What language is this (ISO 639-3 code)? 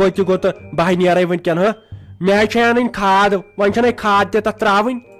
kas